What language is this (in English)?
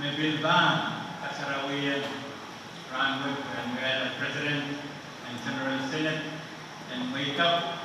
Pohnpeian